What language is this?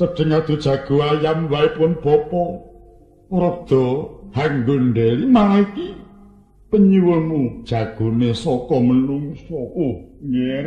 Javanese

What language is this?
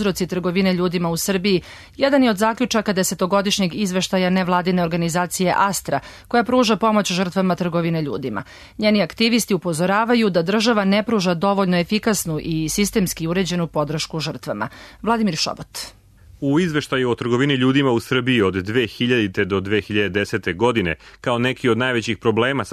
Serbian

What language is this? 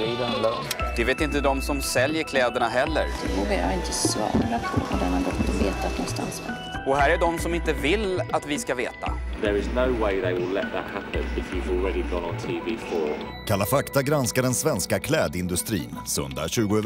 Swedish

